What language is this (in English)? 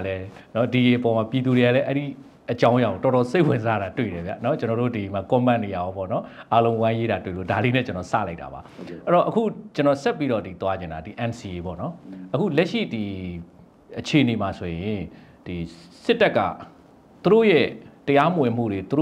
Burmese